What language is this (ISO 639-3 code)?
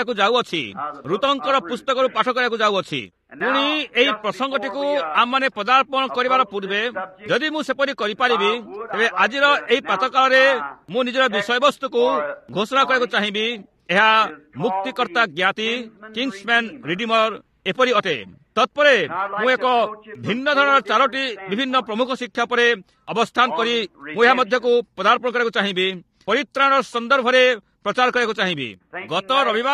ori